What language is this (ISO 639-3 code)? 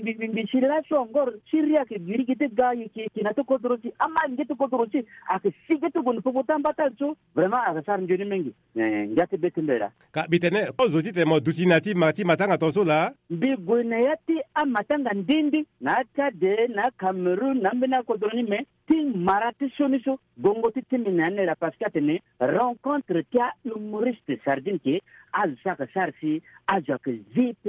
sag